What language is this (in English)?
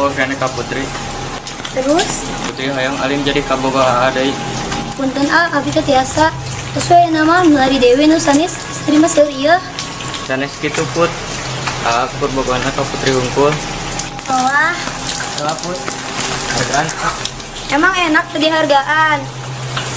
Sundanese